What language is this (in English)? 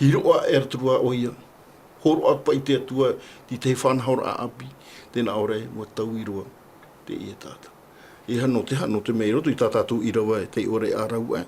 Tahitian